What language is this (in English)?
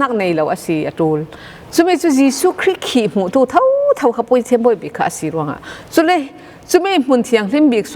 Falam Chin